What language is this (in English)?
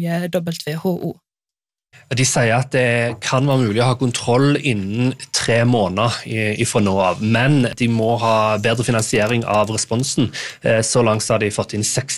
Norwegian